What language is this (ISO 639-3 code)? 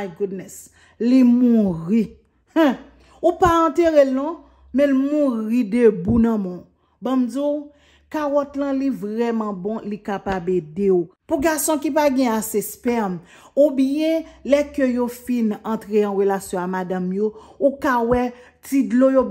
hat